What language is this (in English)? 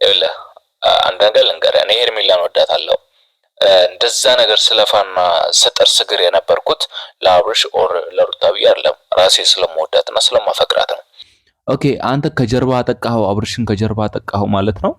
Amharic